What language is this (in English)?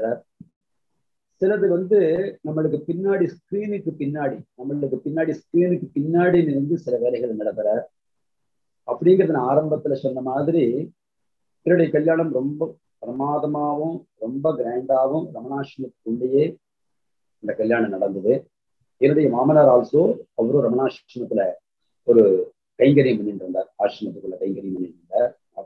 Tamil